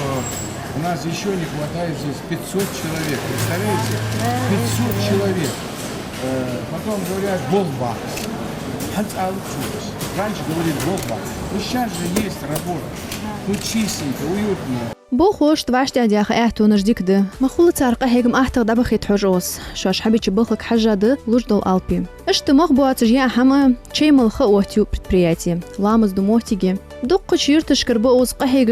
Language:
Ingush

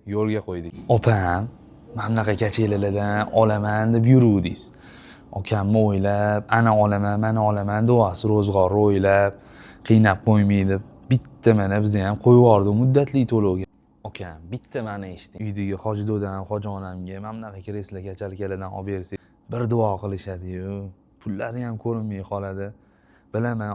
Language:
Uzbek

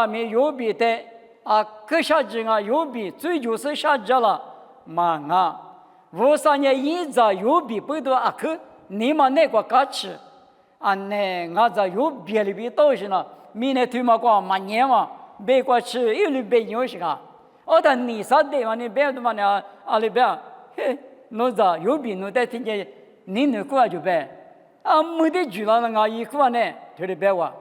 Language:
Lisu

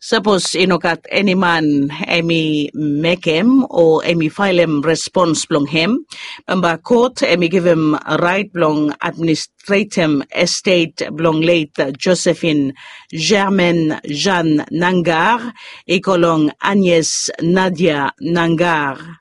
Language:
Bislama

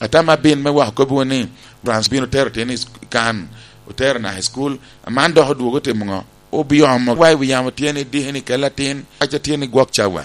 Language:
Lango (Uganda)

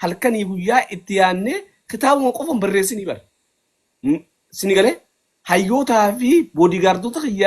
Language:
Oromo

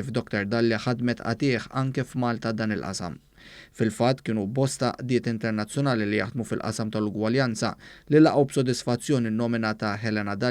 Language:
Maltese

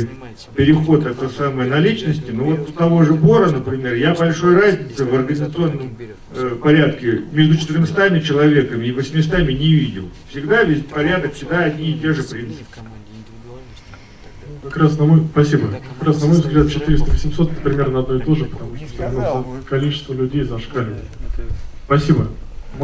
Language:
Russian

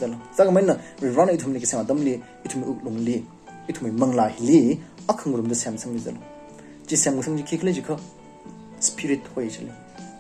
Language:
Tangkhul Naga (India)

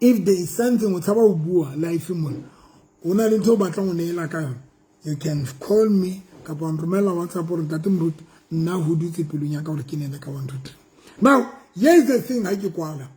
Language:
Southern Sotho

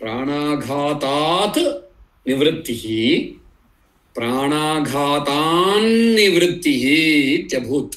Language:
Sanskrit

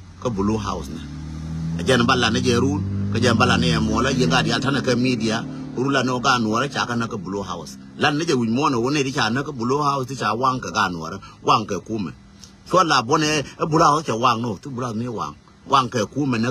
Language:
Nuer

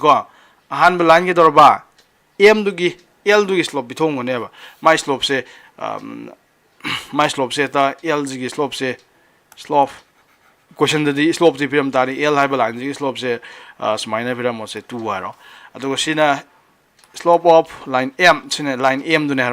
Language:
Manipuri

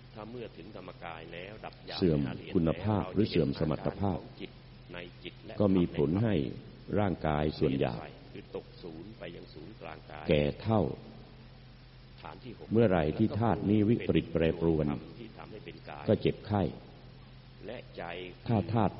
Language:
Thai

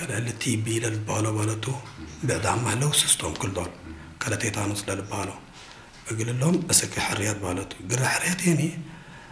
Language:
Tigre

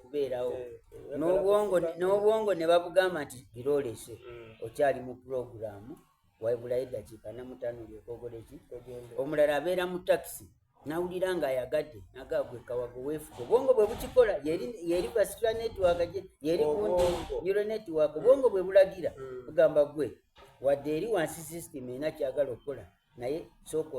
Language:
Soga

